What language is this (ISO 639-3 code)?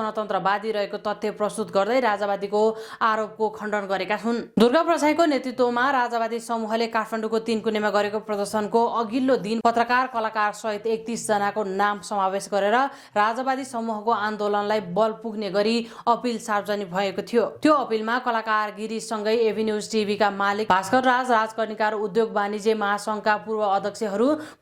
nep